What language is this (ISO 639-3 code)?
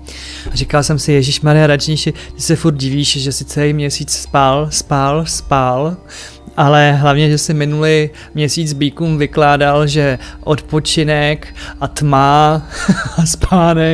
ces